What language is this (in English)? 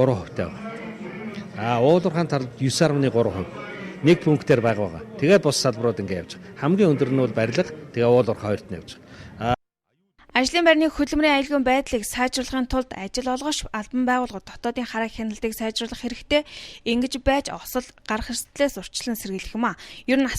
Mongolian